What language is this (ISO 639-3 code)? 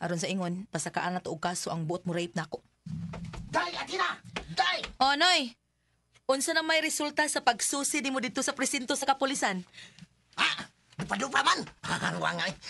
ceb